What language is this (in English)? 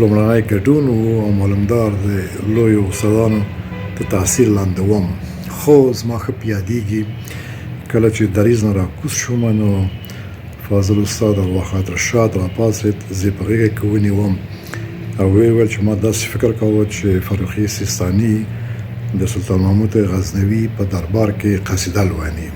Pashto